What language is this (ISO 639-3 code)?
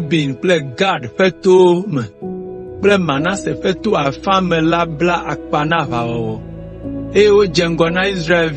ewe